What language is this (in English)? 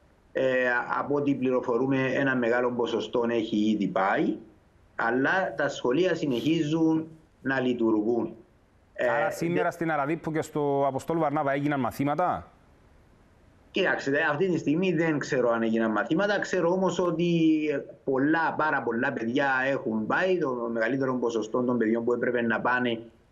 Greek